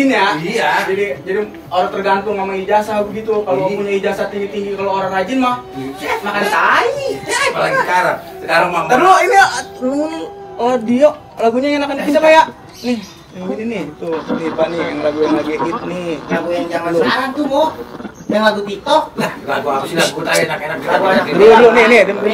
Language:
Betawi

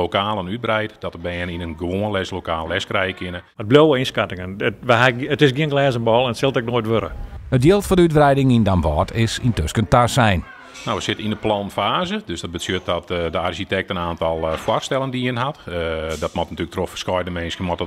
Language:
Western Frisian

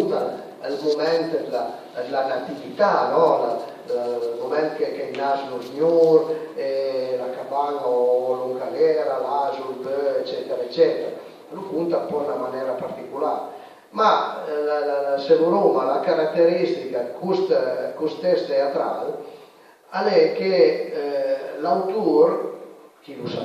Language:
Piedmontese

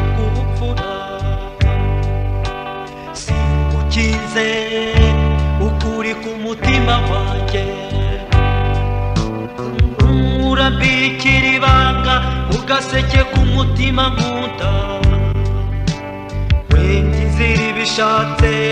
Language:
Kinyarwanda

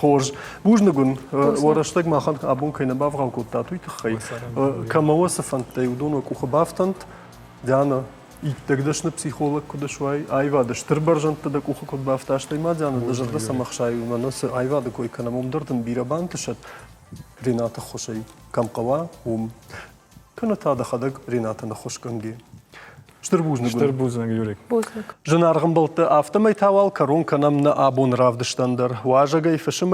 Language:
Ossetic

